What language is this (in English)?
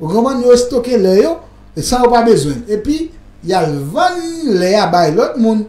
Haitian Creole